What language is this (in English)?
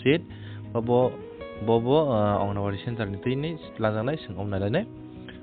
Kok Borok